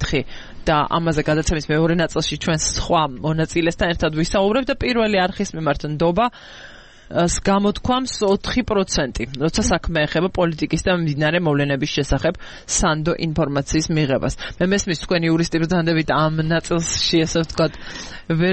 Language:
Georgian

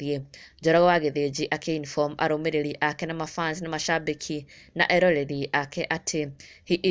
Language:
Kikuyu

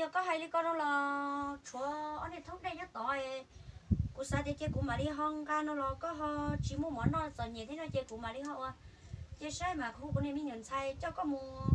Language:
Hmong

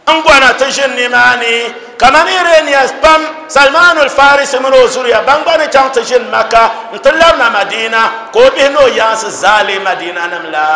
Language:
Dagbani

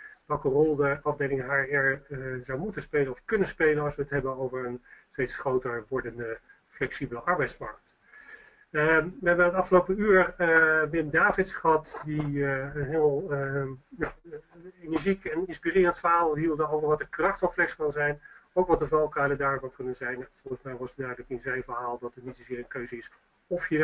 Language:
Dutch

